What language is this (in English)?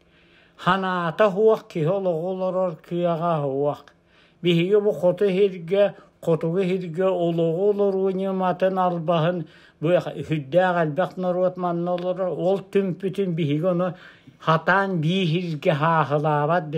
Yakut